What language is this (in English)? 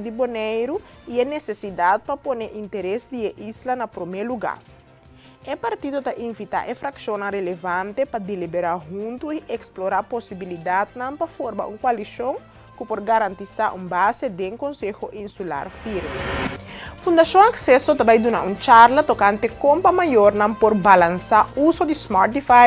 Papiamento